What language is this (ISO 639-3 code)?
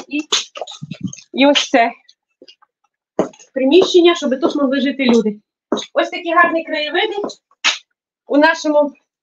ukr